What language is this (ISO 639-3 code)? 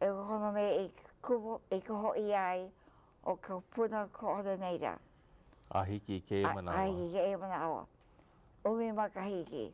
haw